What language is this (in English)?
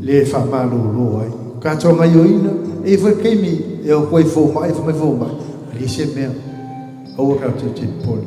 Samoan